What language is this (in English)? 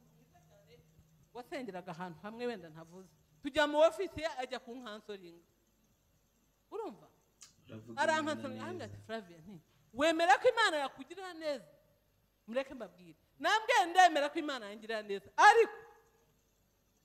Kinyarwanda